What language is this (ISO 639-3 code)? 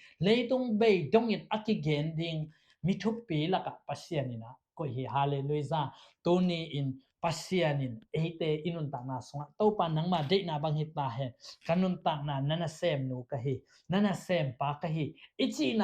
ctd